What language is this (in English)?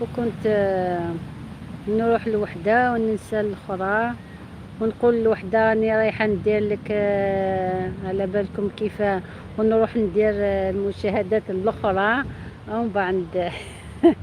Algerian Arabic